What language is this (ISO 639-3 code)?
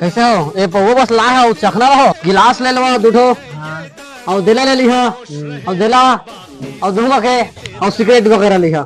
hne